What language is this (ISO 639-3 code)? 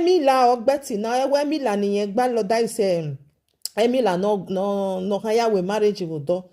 pcm